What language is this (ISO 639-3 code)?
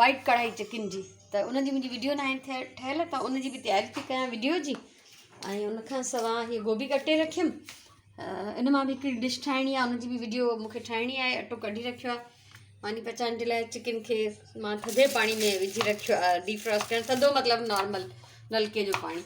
snd